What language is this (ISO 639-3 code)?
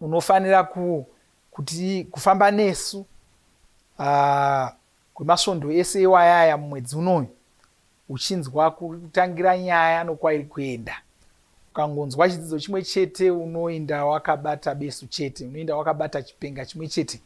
sna